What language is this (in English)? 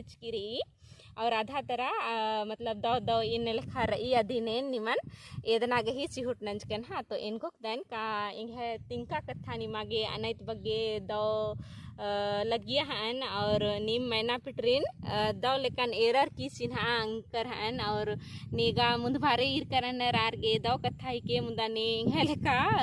Kurukh